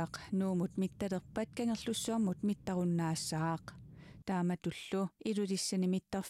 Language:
Kalaallisut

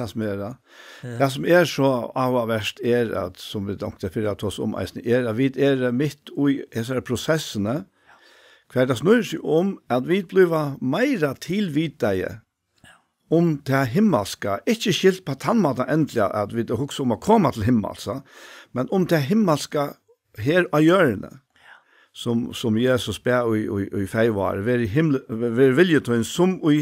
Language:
Faroese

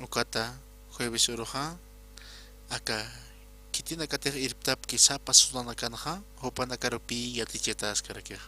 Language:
Aymara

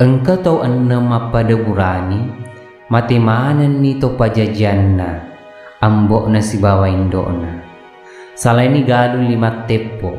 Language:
Buginese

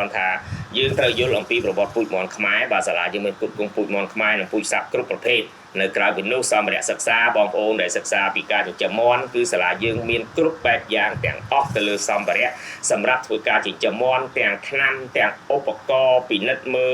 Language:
Khmer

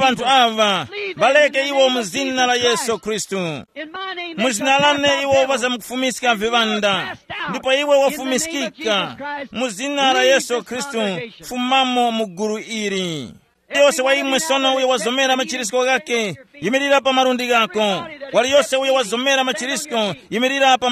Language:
Tumbuka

